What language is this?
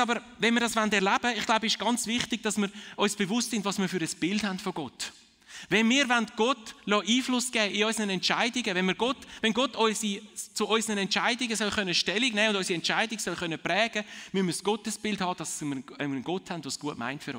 Swiss German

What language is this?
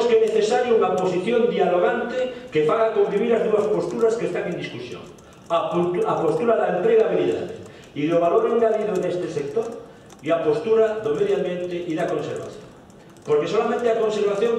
Galician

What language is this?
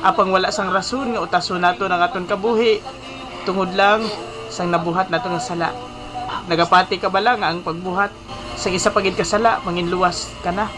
Hiligaynon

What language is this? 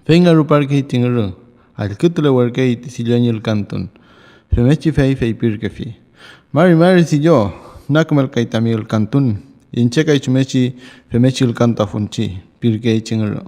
Mapuche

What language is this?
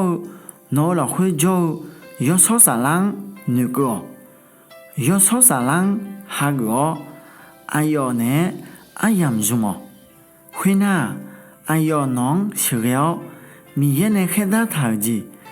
Akha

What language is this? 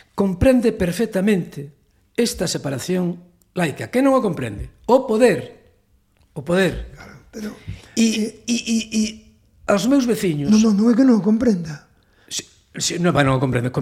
Galician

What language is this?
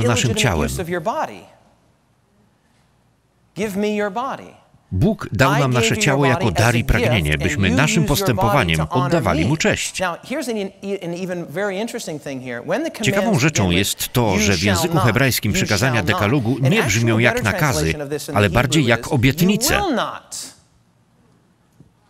Polish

